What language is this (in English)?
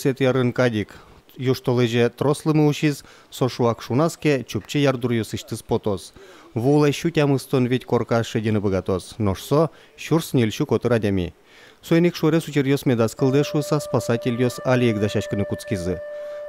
Udmurt